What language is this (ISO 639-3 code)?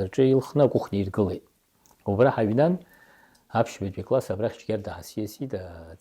abk